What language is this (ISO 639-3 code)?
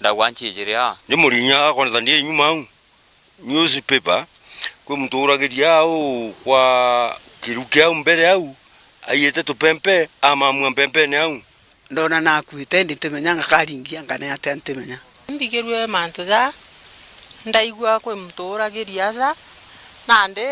mer